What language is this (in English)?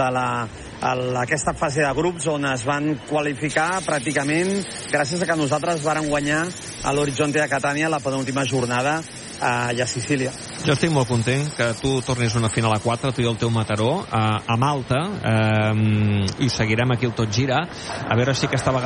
Catalan